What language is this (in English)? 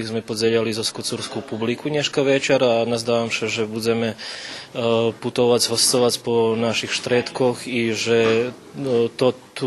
Rusyn